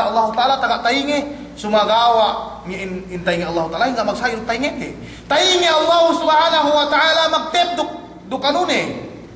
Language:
Yakan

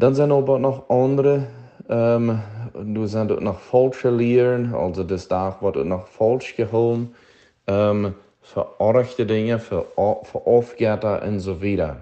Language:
Plautdietsch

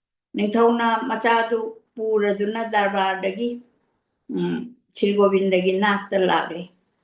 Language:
Manipuri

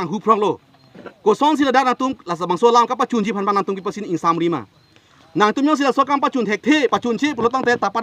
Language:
Karbi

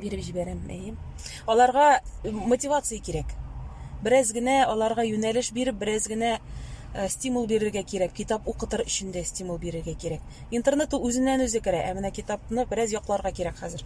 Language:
Tatar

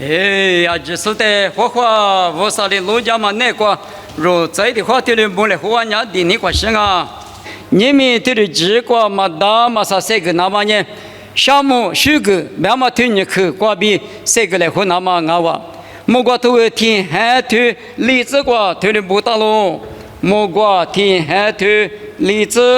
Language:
Lisu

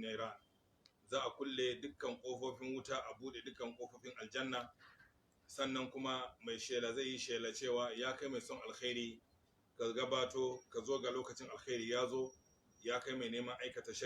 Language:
Hausa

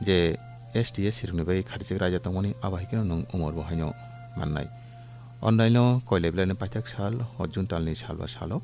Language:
Kok Borok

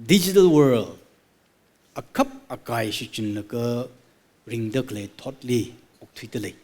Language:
Tangkhul Naga (India)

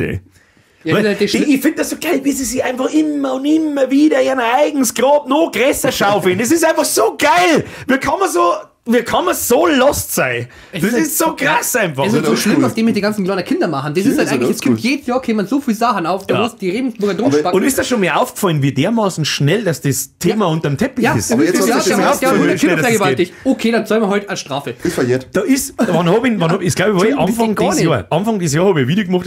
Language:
Bavarian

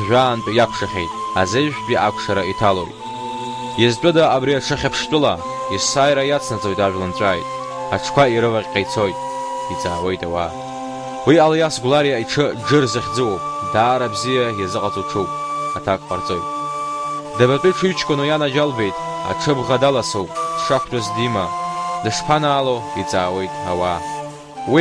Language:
Abkhazian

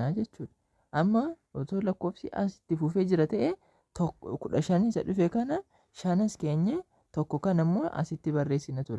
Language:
Oromo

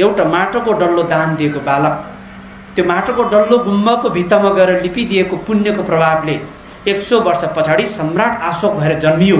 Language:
Nepali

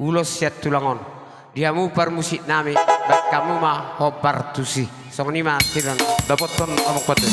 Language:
Batak Toba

